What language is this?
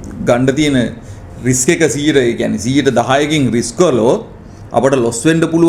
Sinhala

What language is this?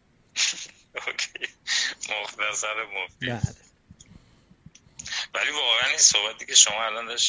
Persian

